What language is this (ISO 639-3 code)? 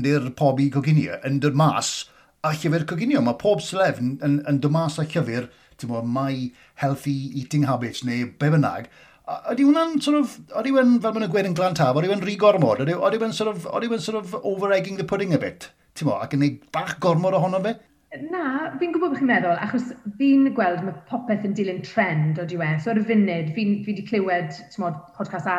cym